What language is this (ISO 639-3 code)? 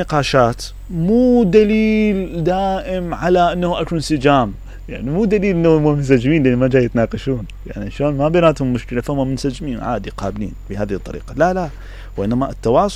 acm